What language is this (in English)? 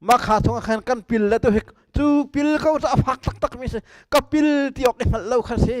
Hakha Chin